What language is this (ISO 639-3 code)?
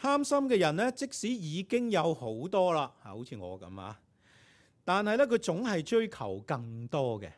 yue